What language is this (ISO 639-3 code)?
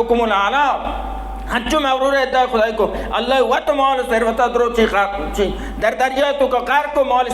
bal